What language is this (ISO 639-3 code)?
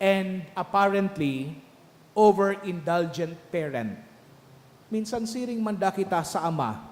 bik